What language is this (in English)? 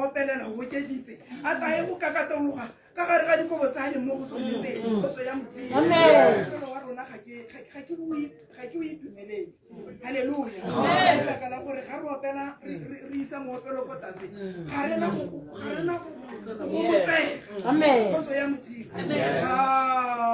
Tswana